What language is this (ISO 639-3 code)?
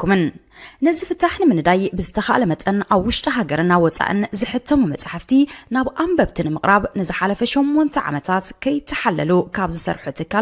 tir